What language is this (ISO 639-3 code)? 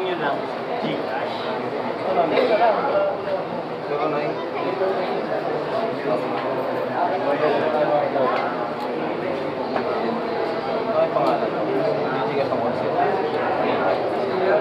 fil